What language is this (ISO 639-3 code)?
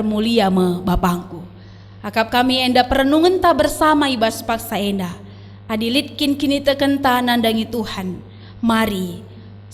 btx